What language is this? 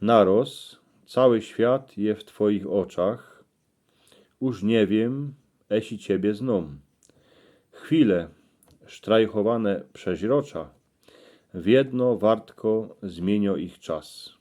Silesian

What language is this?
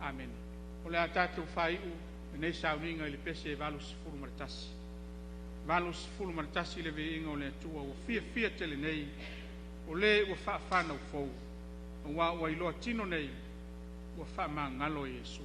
Samoan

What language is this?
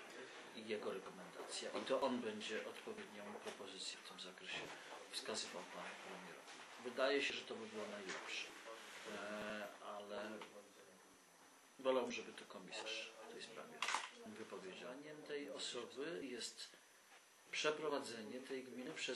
Polish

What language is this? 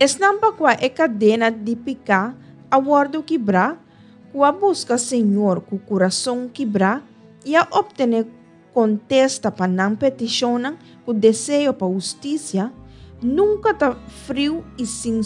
Papiamento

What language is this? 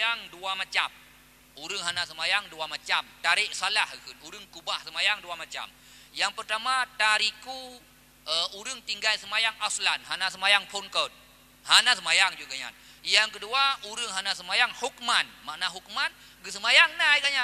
Achinese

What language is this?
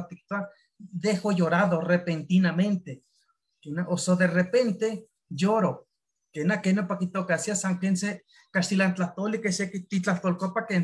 Eastern Huasteca Nahuatl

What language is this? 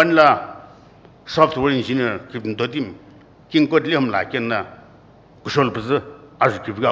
Sumi Naga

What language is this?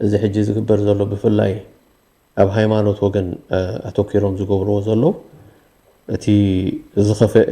Tigrinya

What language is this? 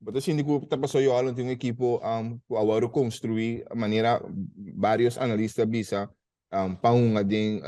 Papiamento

